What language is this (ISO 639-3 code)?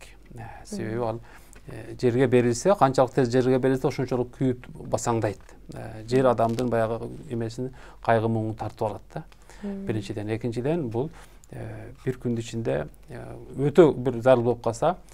kir